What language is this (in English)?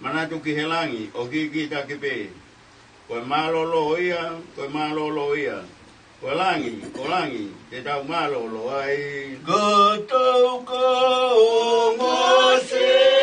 Tongan